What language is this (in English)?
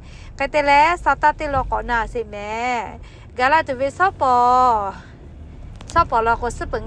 Lahu